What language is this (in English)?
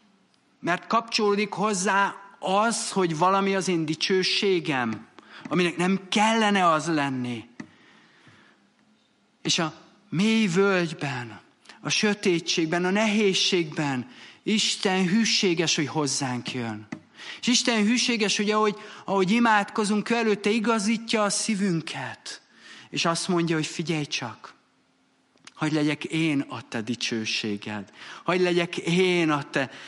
Hungarian